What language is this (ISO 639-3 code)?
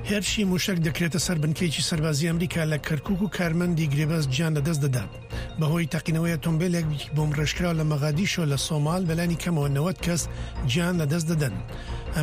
ckb